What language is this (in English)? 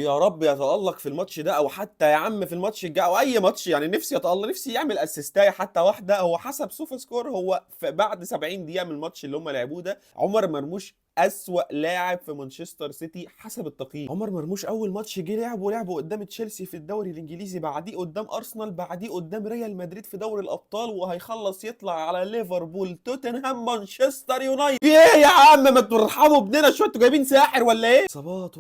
Egyptian Arabic